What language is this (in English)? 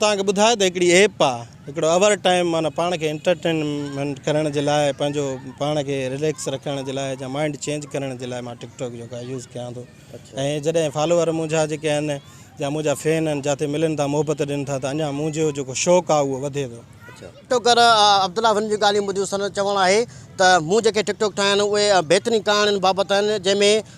Sindhi